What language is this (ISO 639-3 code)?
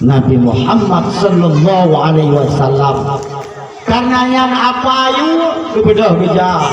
ace